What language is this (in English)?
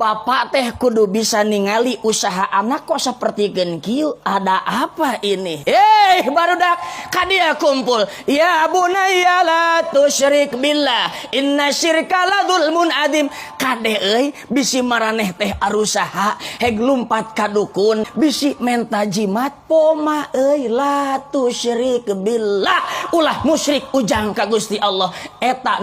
Sundanese